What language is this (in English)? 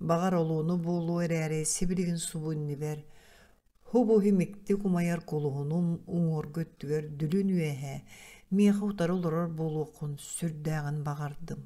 Yakut